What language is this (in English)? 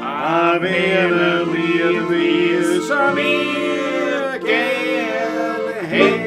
Bavarian